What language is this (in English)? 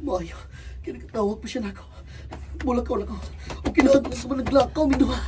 Cebuano